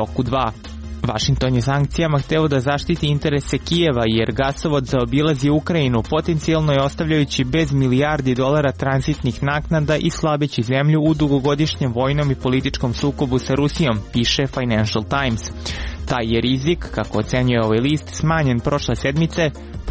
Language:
Serbian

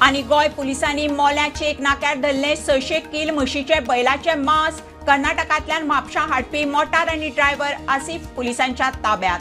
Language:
Konkani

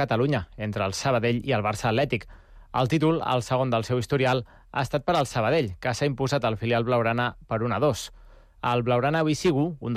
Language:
Catalan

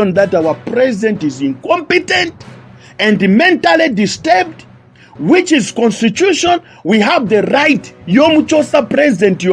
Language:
Nyanja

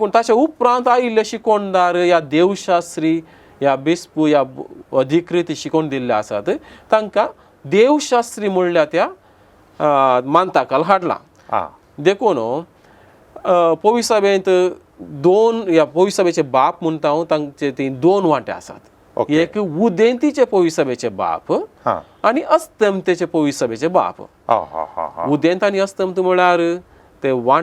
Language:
Konkani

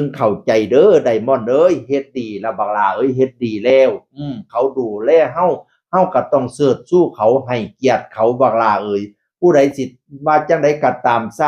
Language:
Northeastern Thai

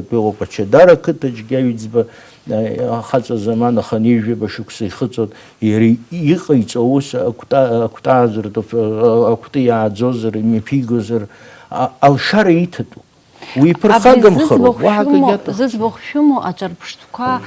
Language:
Abkhazian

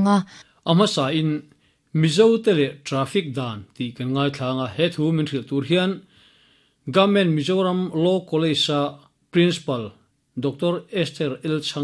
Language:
Mizo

